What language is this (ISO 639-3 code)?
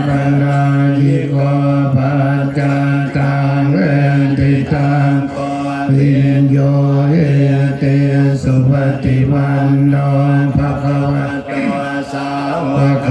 pli